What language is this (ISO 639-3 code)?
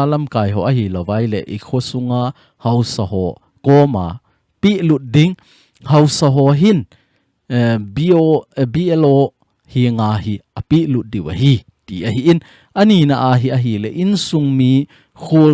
tcz